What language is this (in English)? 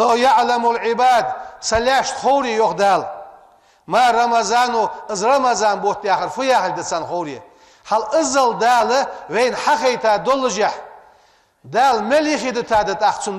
Ingush